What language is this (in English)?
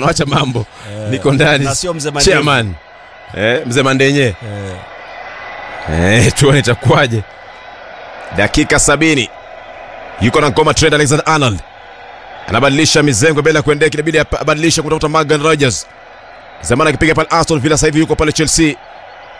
Swahili